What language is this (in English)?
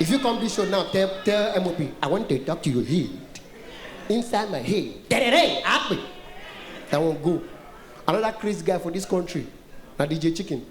Nigerian Pidgin